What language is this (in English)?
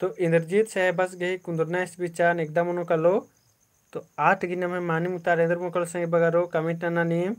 Kurukh